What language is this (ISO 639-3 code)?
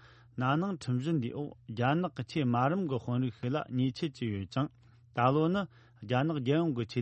bod